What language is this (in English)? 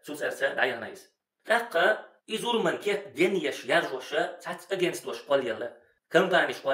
Chechen